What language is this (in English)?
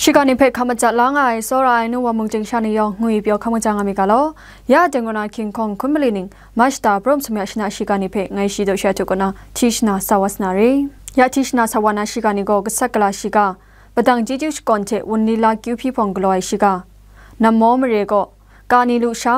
Kachin